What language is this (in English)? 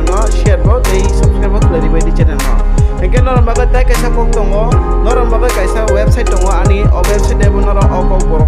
Kok Borok